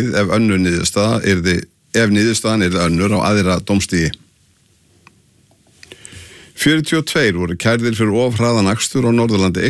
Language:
Icelandic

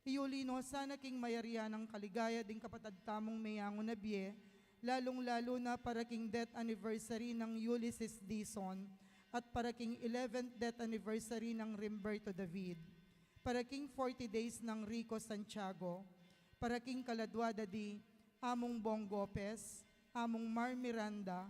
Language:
Pampanga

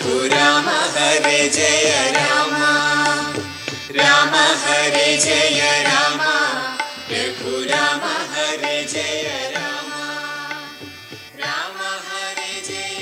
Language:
Malayalam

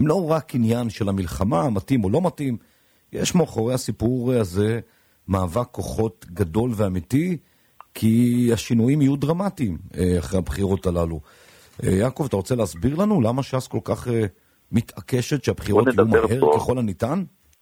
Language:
Hebrew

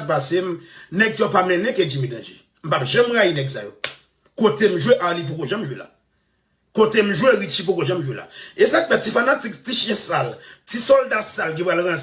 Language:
Haitian Creole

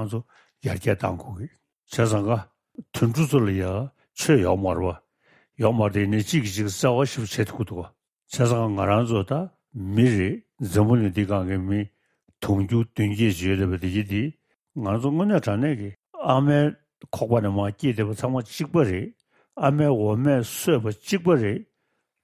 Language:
Tibetan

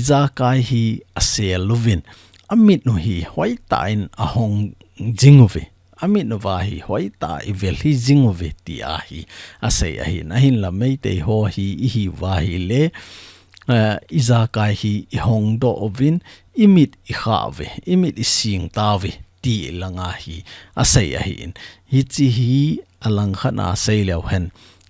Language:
Thado Chin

